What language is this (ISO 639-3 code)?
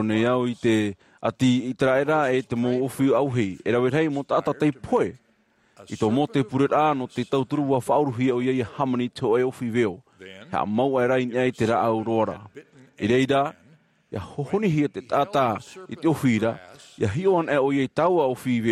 tah